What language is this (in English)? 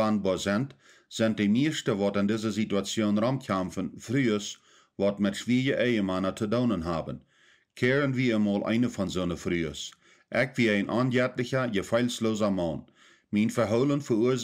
Plautdietsch